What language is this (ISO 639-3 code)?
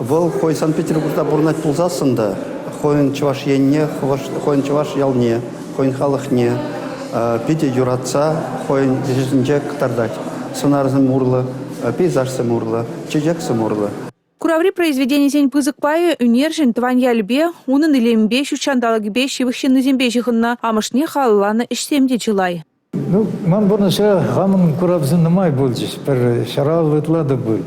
chv